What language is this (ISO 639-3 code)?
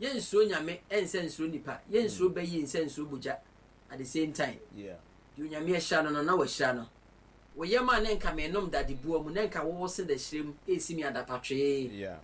aka